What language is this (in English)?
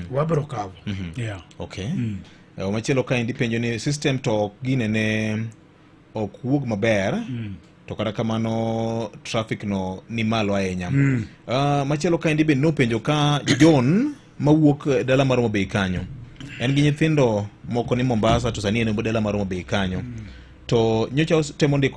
Luo (Kenya and Tanzania)